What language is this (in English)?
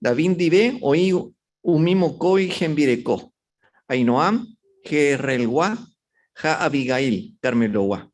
Guarani